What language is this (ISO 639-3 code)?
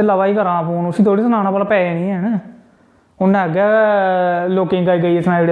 doi